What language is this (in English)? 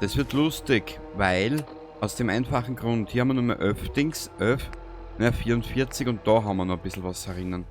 Bavarian